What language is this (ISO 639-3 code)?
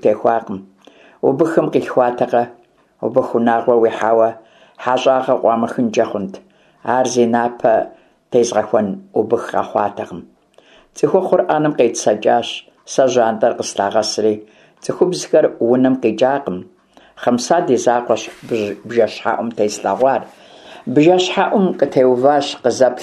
kbd